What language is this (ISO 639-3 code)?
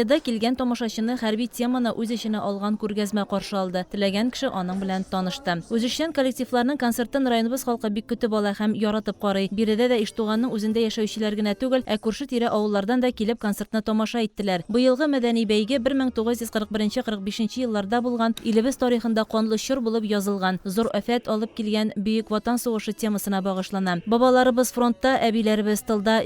tat